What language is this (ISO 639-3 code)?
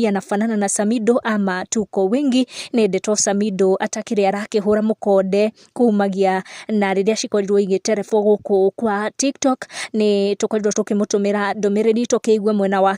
kik